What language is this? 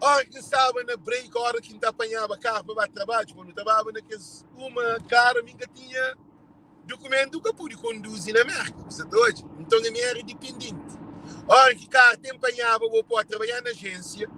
Kabuverdianu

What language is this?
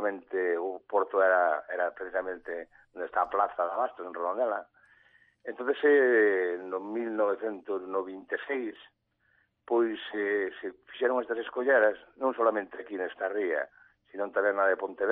Galician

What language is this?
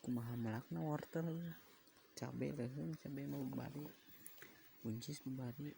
Sundanese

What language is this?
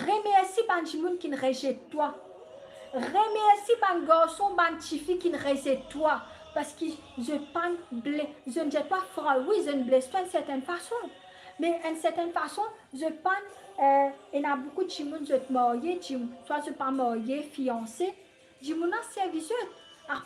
Morisyen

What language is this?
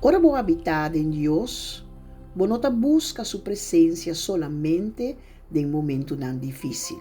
Papiamento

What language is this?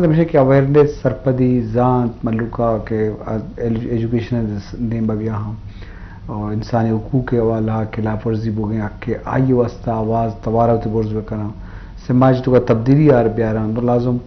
Eastern Balochi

